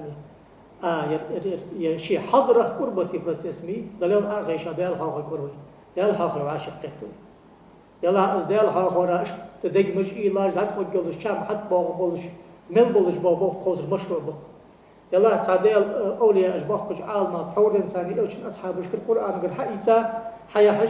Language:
Ingush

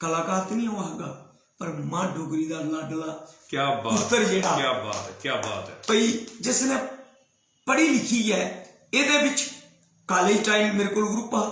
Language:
Dogri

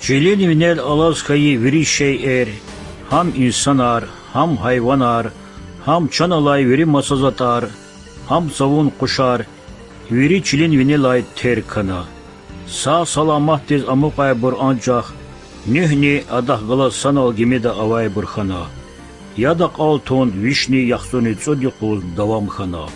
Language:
Lezghian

